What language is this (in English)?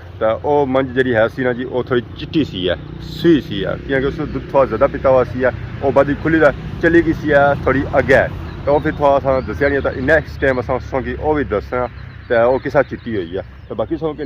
Pahari-Potwari